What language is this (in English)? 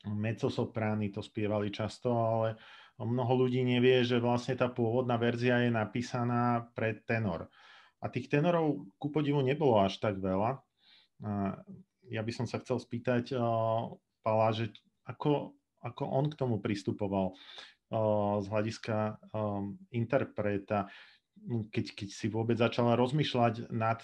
Slovak